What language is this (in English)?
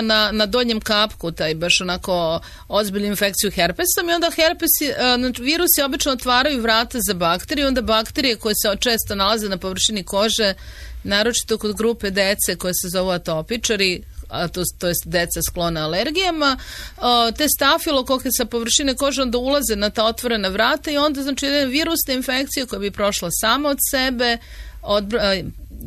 Serbian